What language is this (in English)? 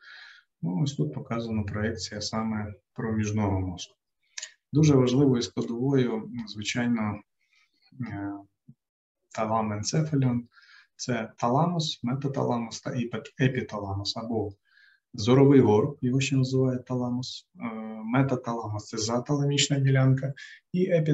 Ukrainian